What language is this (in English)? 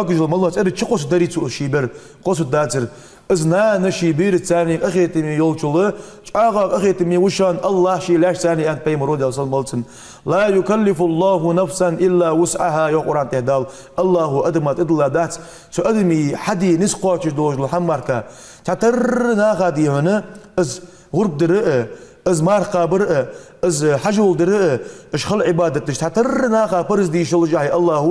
Ingush